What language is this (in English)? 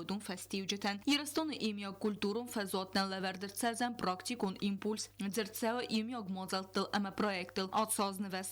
Ossetic